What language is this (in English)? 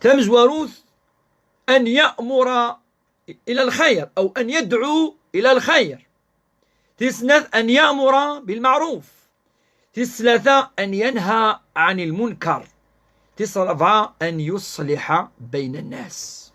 Kabyle